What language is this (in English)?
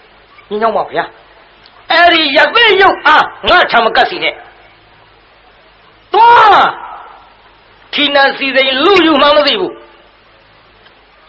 Burmese